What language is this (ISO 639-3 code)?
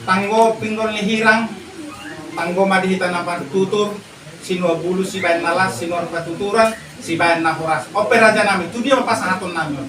bbc